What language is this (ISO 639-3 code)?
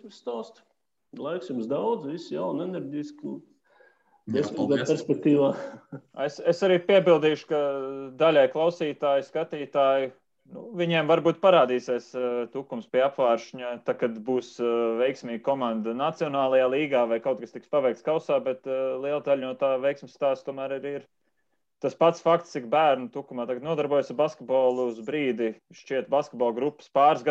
lav